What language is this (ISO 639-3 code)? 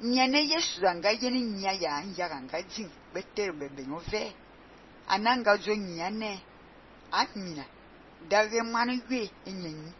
fan